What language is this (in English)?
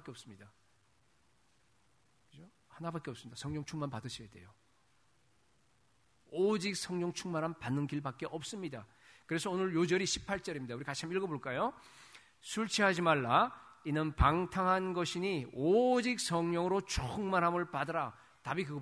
Korean